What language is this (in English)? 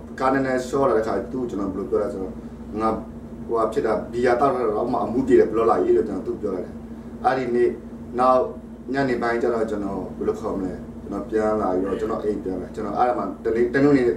Burmese